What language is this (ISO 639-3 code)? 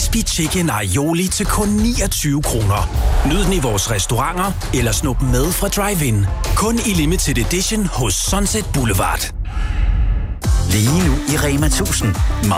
dan